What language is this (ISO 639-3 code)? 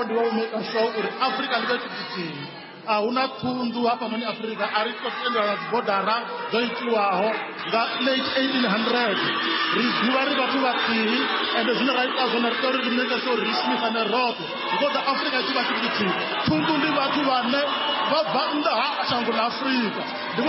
ven